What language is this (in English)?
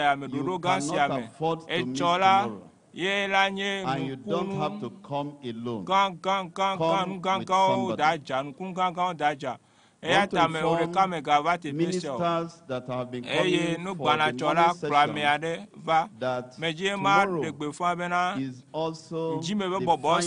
Ewe